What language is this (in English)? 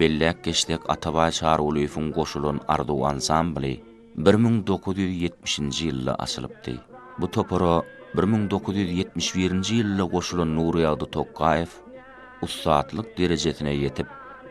Turkmen